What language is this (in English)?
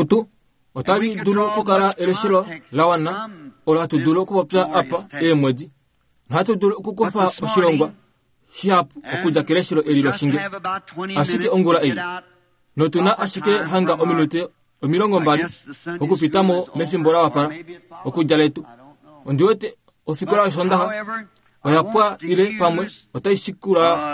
Kuanyama